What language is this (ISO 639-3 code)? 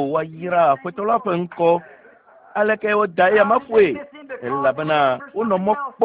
ewe